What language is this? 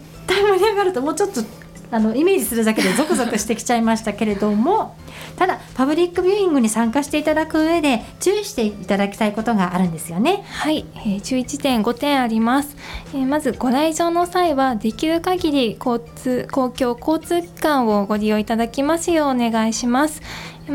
Japanese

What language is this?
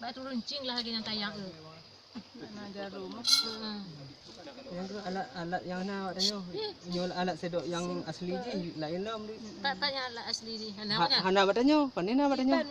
Achinese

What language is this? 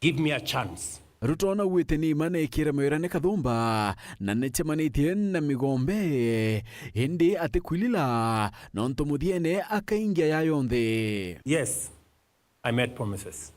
Meru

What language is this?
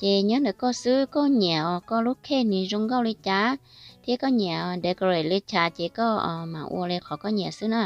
Hmong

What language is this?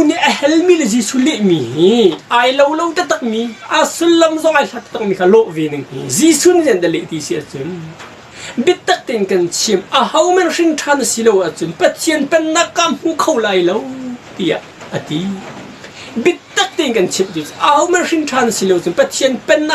Hakha Chin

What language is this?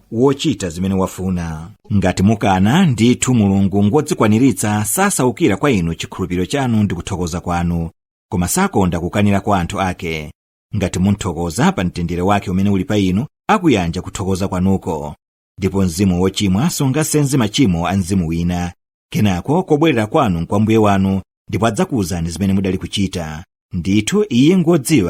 Nyanja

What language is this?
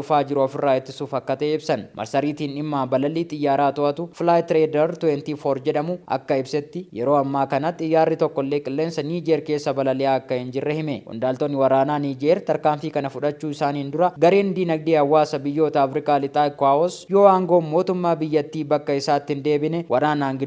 Oromo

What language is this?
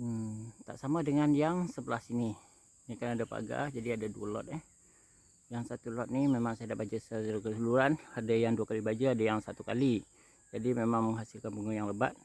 Minangkabau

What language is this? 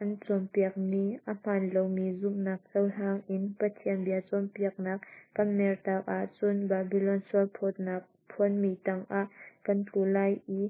Hakha Chin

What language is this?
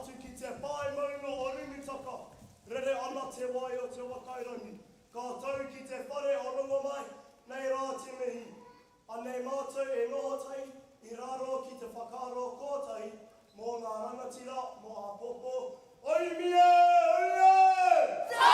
Māori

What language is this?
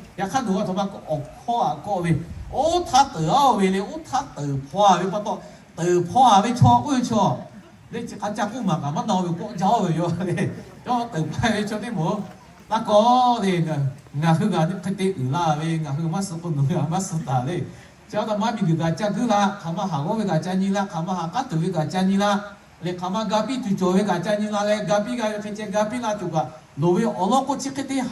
Lahu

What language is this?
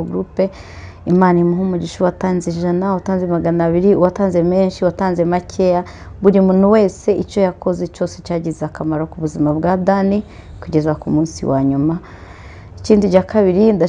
Kinyarwanda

